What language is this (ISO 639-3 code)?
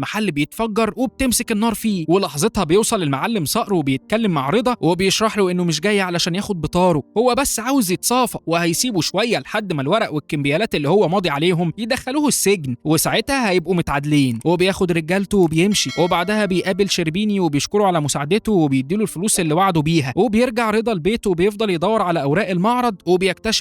arz